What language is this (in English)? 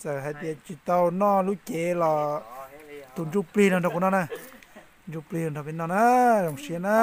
Hmong